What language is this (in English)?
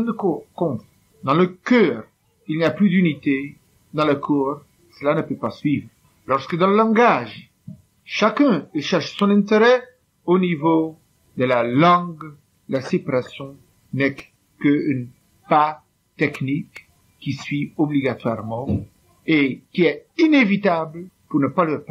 French